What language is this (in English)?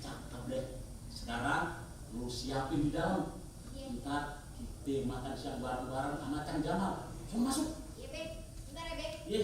Betawi